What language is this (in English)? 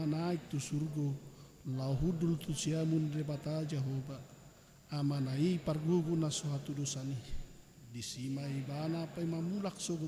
Batak Toba